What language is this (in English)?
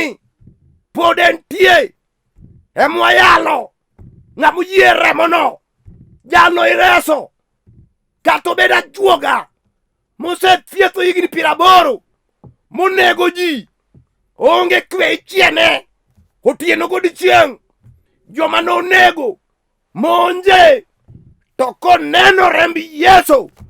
Luo (Kenya and Tanzania)